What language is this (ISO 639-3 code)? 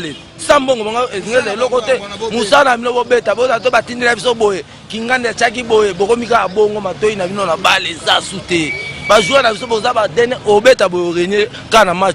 lin